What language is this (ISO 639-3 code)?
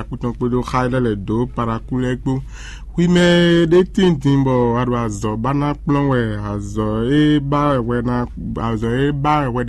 fon